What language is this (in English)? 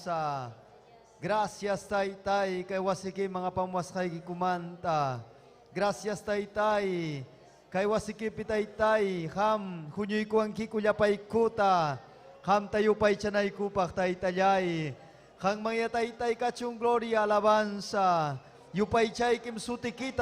Ayacucho Quechua